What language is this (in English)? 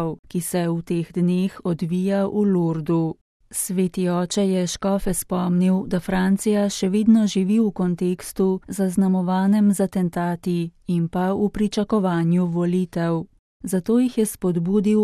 Slovenian